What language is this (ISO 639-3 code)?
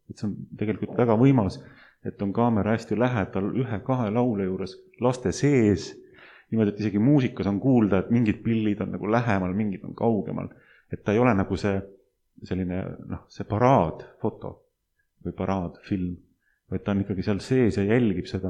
est